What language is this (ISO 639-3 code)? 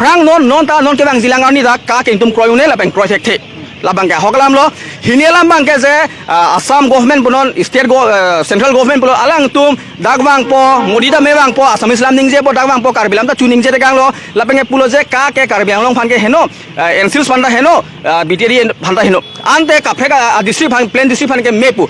mjw